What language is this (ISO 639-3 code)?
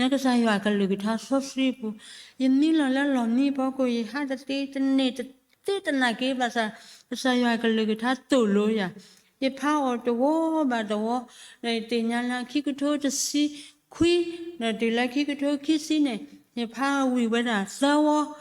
ksw